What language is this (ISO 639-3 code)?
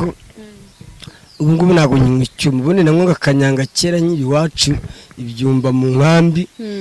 kin